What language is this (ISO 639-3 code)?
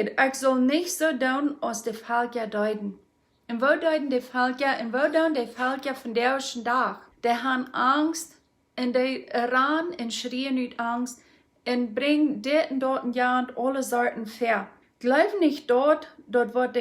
pdt